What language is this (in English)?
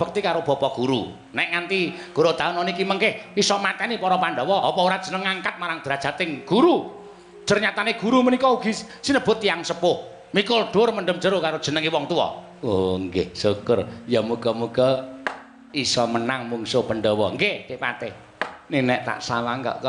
Javanese